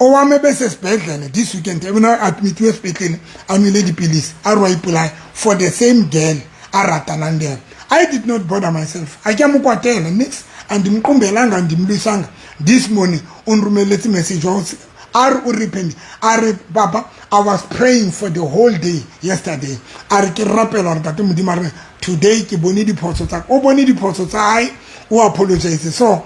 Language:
Southern Sotho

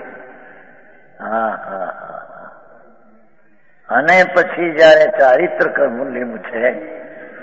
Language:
Gujarati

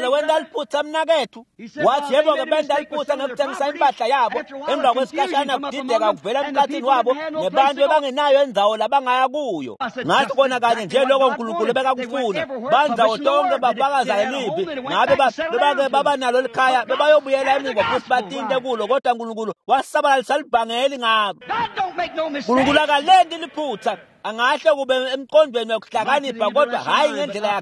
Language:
Swati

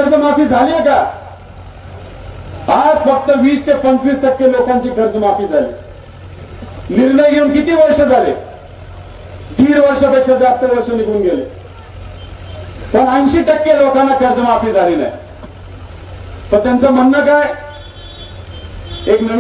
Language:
Marathi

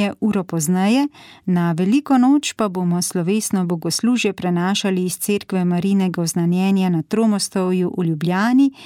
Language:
Slovenian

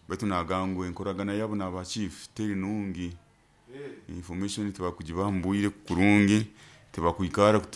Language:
Nyoro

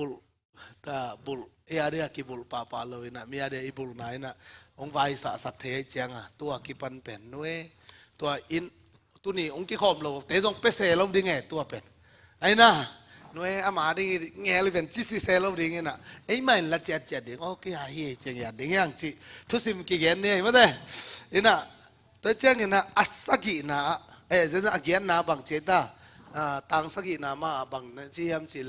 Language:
Tedim Chin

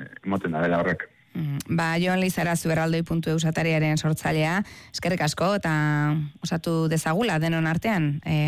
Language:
Basque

